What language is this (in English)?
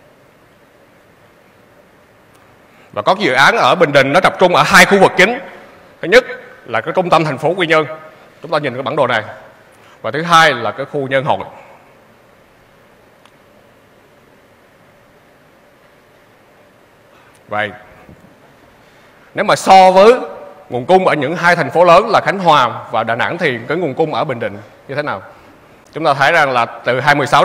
Vietnamese